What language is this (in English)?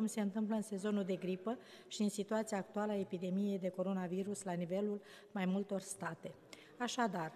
Romanian